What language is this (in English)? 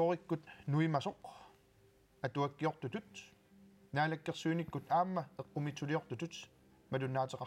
Kalaallisut